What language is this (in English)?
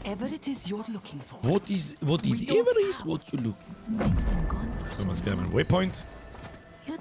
Bavarian